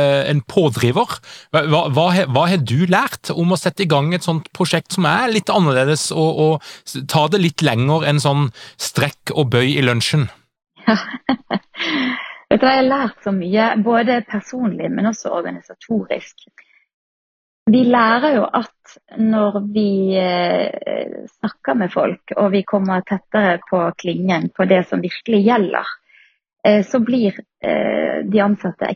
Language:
Norwegian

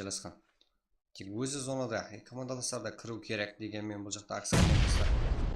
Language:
Kara-Kalpak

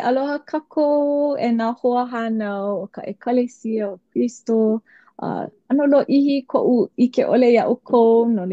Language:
Hawaiian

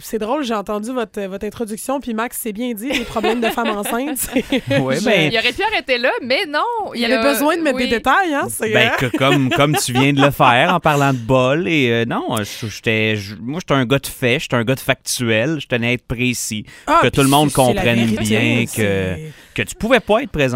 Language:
French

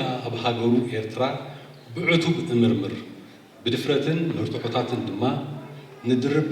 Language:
Tigrinya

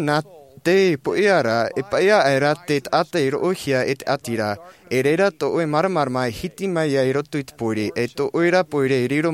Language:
Tahitian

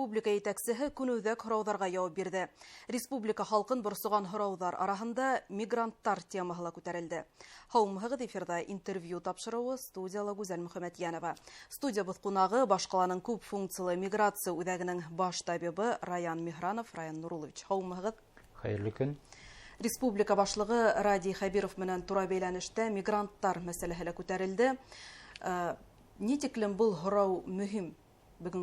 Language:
Bashkir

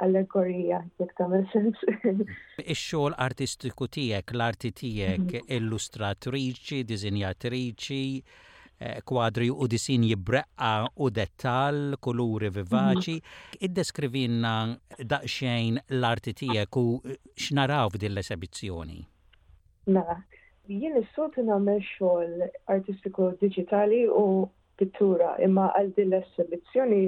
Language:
Maltese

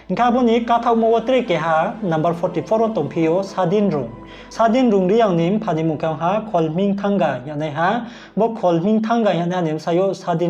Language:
Riang (India)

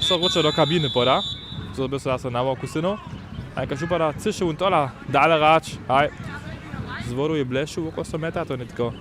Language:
Upper Sorbian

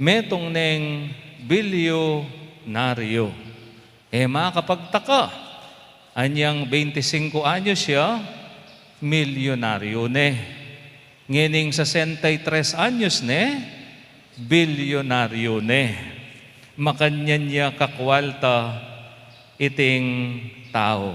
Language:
Pampanga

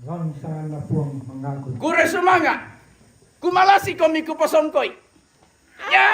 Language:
Toraja-Sa'dan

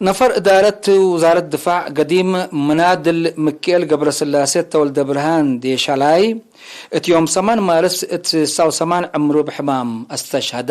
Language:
Tigre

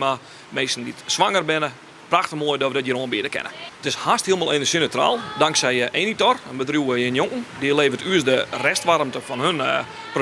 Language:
Western Frisian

